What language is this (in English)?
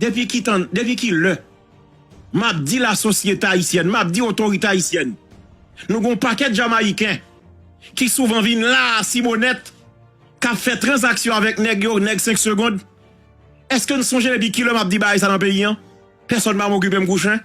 Haitian Creole